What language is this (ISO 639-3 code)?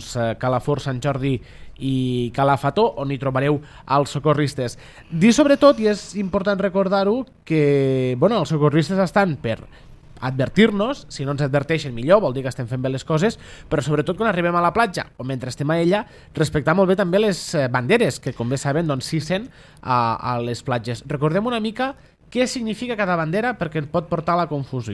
cat